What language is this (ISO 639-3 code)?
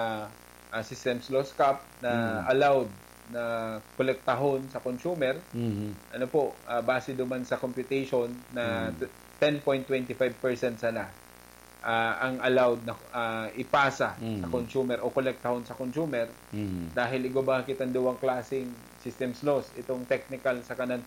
bik